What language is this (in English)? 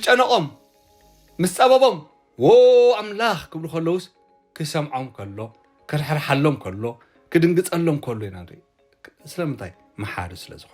Tigrinya